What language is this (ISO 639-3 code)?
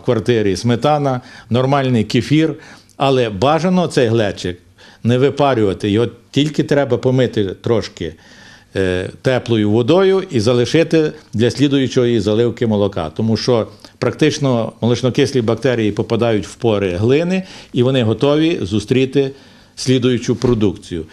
ukr